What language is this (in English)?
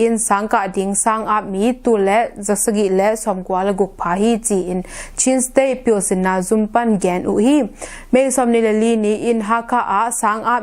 Tedim Chin